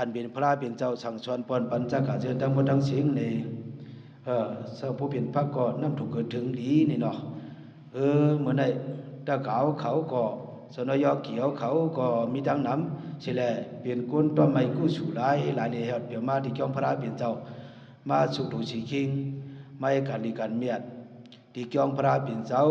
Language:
Shan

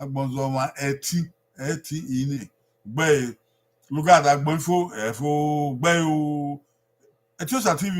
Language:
Bini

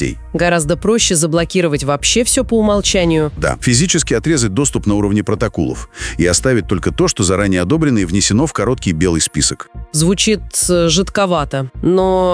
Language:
Russian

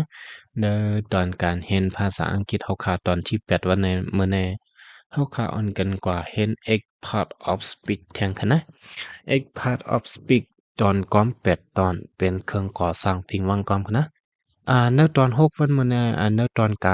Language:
Shan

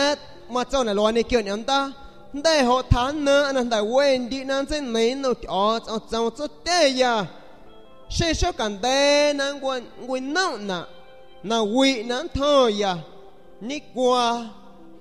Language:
San Pedro Amuzgos Amuzgo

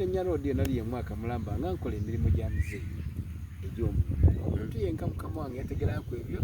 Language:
Soga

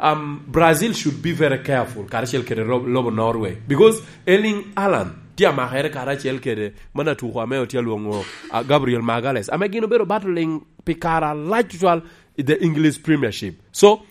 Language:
Lango (Uganda)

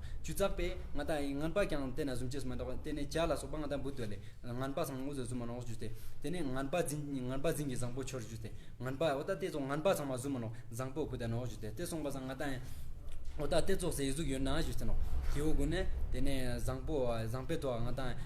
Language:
Ladakhi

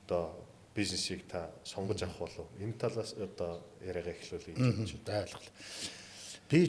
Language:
Mongolian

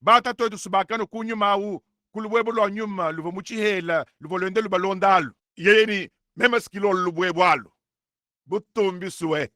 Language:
Luba-Lulua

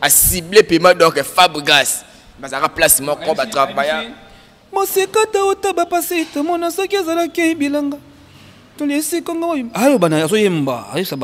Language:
Lingala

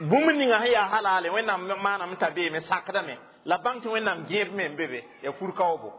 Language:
Mossi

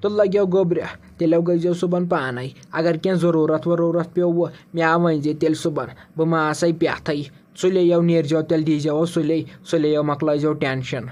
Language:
Kashmiri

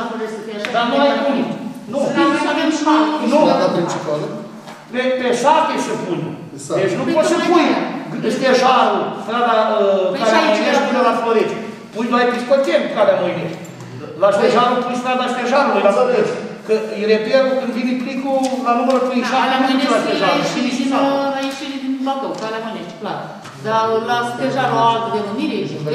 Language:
Romanian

